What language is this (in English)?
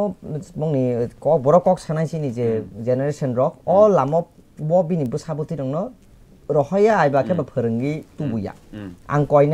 Kok Borok